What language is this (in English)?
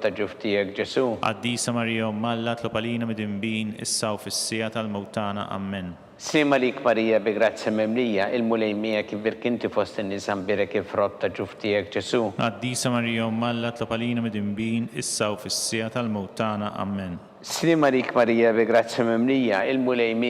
Maltese